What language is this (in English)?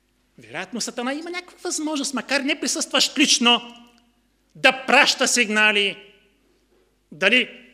Bulgarian